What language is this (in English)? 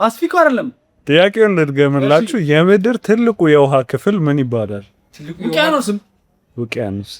Amharic